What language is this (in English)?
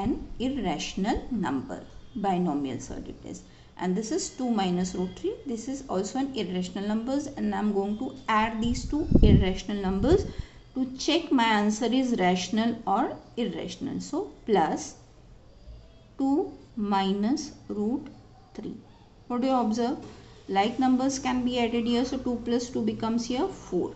English